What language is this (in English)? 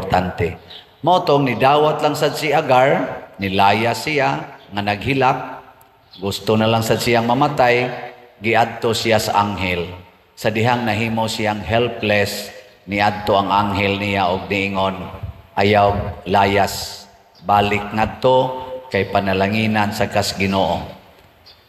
Cebuano